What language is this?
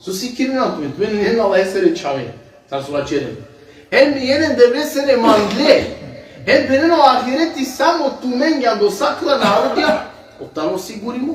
Balkan Romani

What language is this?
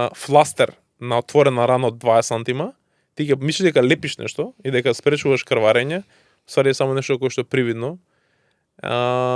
Macedonian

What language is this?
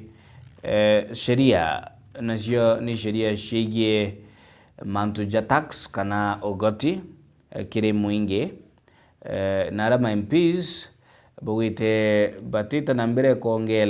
Meru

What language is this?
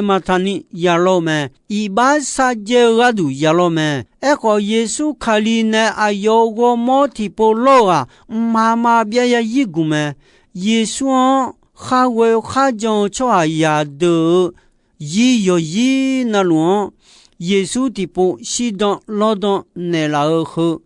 Akha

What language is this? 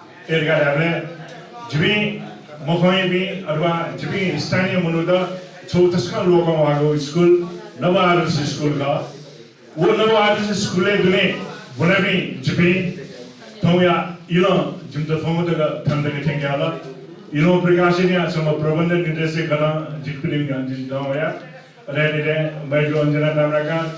Newari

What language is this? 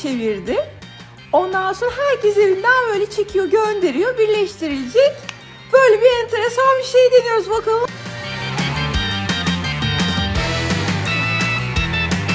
Turkish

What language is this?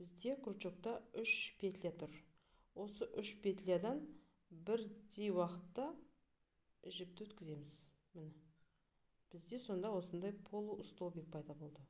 Kazakh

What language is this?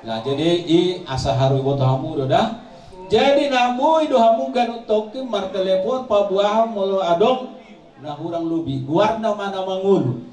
Batak Toba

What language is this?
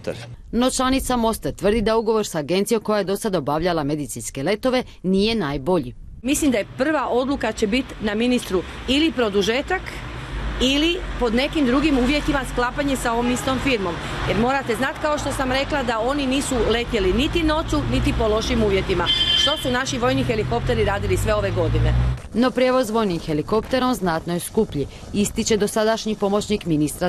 Croatian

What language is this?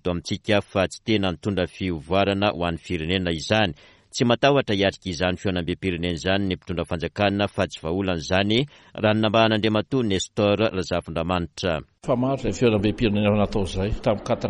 Malagasy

